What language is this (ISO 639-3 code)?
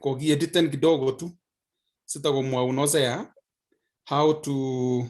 kln